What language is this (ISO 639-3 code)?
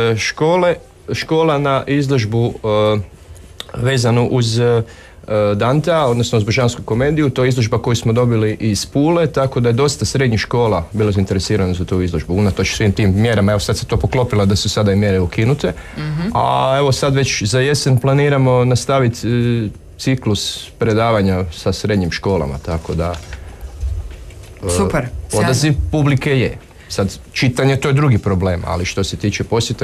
hrv